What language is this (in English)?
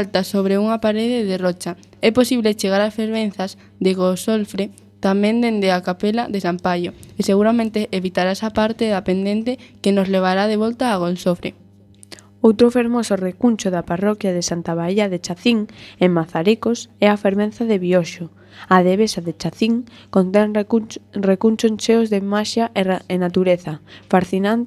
Galician